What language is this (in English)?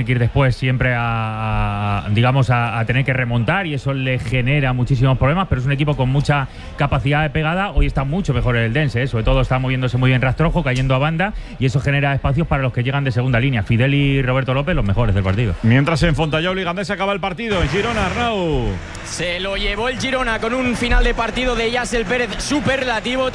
Spanish